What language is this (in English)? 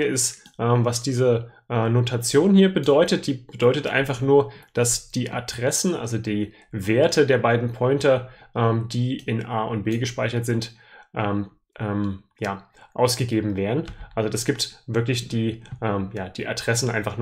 German